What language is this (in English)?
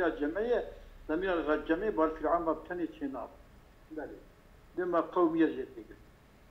Kurdish